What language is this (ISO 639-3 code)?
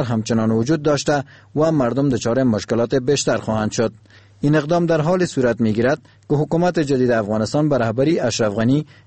fas